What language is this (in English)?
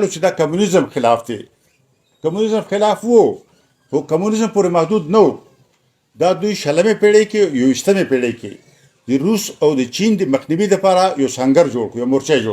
Pashto